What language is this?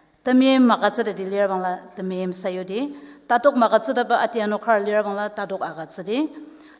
Ao Naga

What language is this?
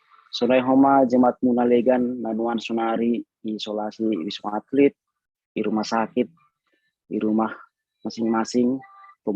Batak Simalungun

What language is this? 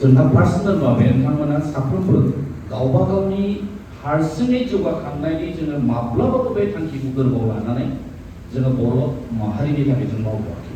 Bodo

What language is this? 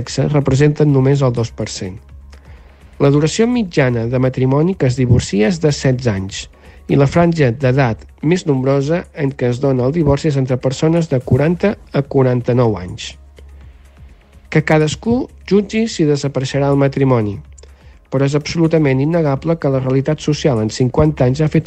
Catalan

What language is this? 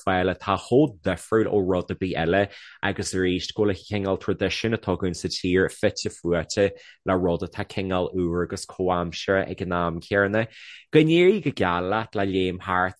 Irish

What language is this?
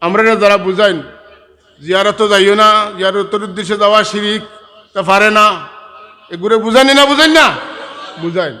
Sylheti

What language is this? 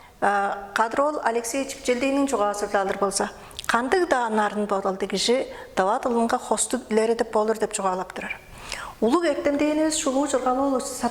Tuvinian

